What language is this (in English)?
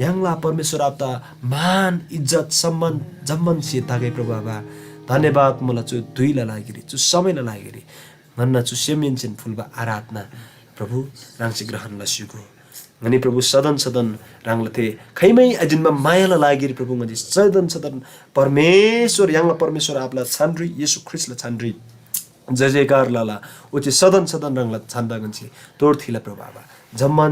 Eastern Tamang